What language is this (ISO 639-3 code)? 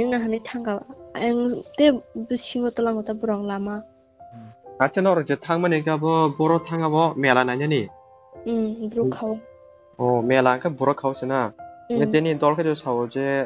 trp